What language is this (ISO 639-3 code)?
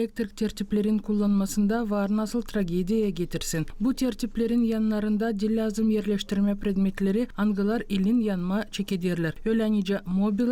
gag